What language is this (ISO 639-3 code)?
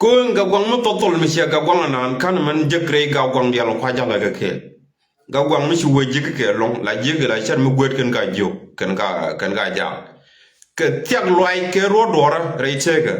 nus